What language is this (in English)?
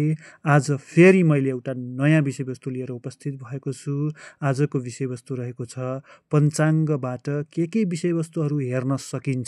Nepali